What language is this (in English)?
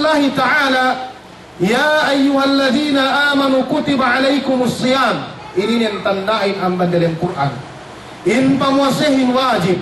Yakan